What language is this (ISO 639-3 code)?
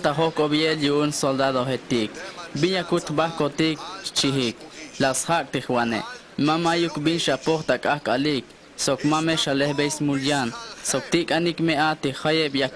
tzh